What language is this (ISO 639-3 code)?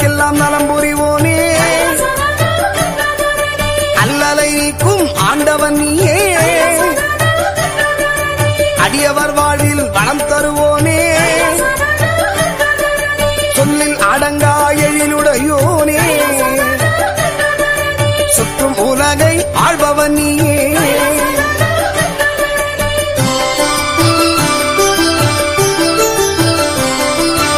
tam